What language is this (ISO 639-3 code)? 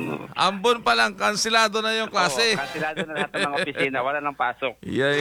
fil